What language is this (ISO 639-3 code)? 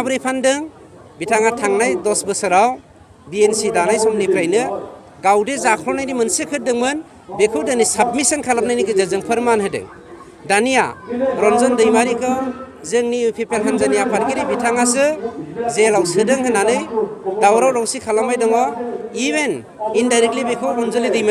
brx